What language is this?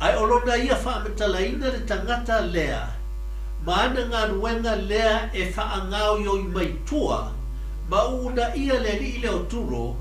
Samoan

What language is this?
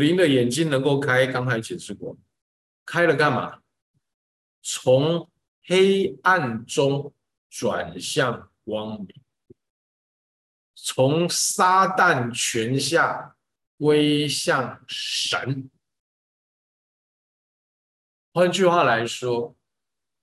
Chinese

